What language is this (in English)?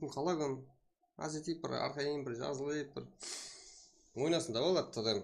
Kara-Kalpak